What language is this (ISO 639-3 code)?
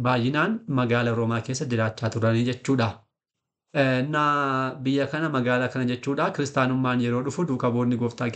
orm